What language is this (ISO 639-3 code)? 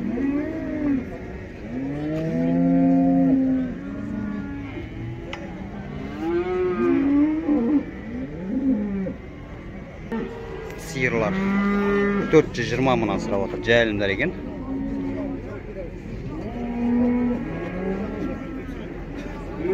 kaz